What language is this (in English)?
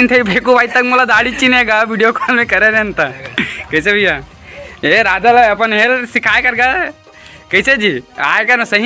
Chhattisgarhi